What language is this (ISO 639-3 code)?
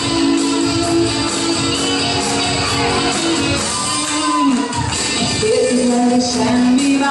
hun